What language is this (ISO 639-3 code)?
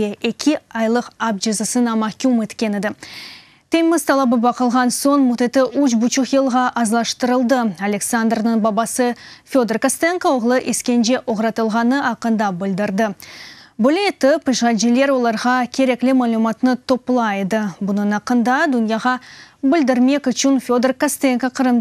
crh